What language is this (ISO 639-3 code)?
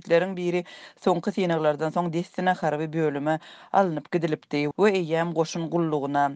tuk